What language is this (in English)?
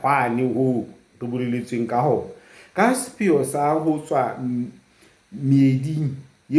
Southern Sotho